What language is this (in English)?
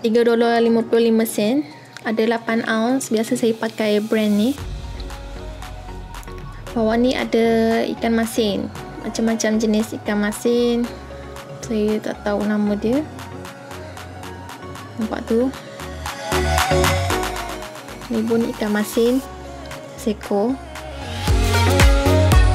Malay